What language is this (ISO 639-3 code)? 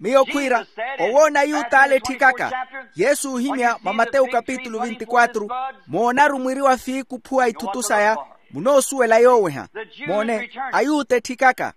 vmw